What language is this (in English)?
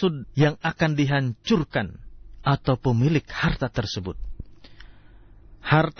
Indonesian